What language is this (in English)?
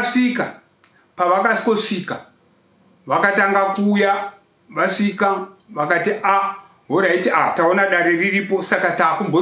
Shona